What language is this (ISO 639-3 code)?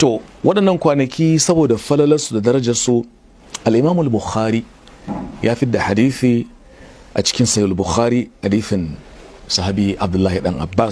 hau